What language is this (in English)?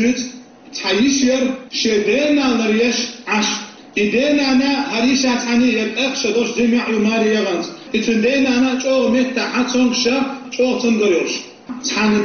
Chechen